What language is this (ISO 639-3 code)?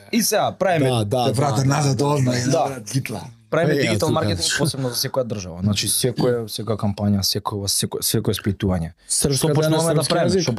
mkd